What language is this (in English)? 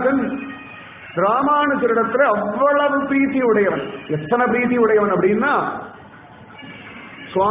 Tamil